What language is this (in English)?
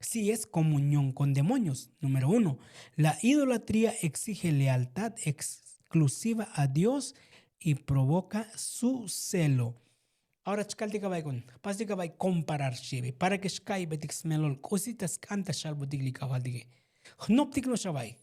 Tzotzil